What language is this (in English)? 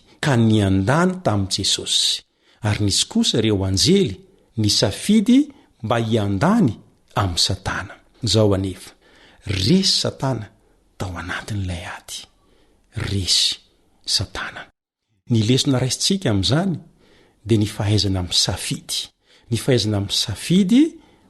Malagasy